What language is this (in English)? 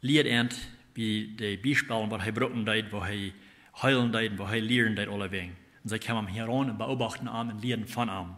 Plautdietsch